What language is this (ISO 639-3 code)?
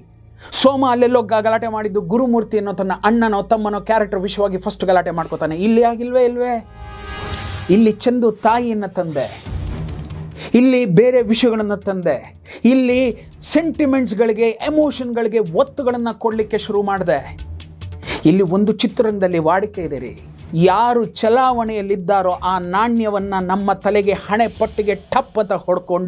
kan